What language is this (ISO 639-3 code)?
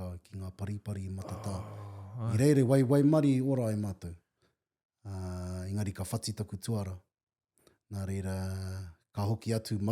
mri